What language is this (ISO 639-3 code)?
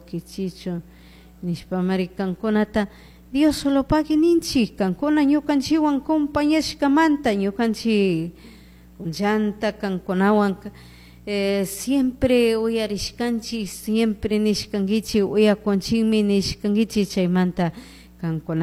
qug